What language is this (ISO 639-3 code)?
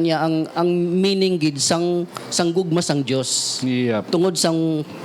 hil